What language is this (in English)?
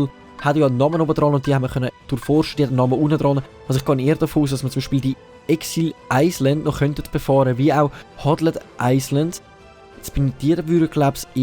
Swiss German